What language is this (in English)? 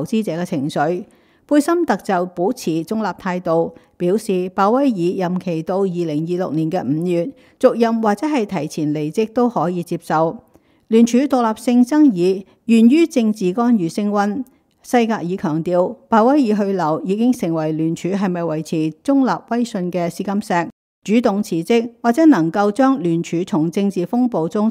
Cantonese